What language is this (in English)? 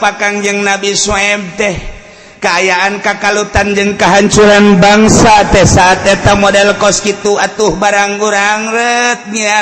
Sundanese